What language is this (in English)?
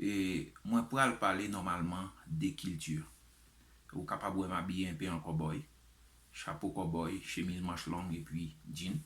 Haitian Creole